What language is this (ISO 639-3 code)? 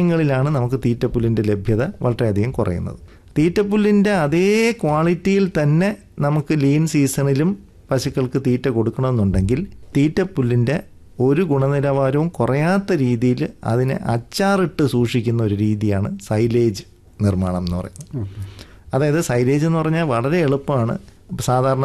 mal